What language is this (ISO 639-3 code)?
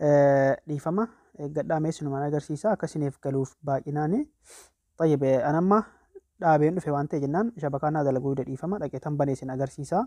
orm